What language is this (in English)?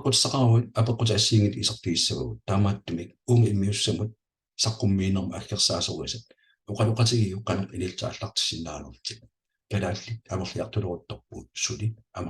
Kalaallisut